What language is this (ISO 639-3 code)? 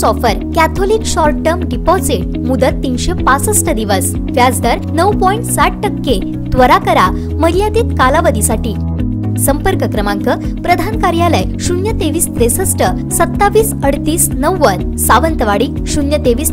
mar